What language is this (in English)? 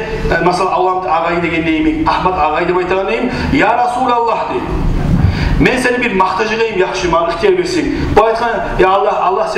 Kumyk